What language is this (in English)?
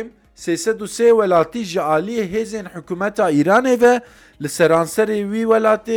Kurdish